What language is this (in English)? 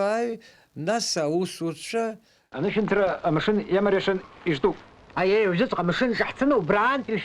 Abkhazian